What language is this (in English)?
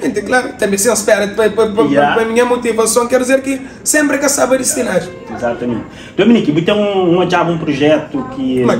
Kabuverdianu